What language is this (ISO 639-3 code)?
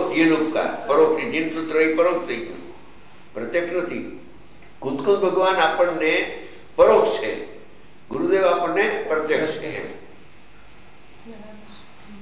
guj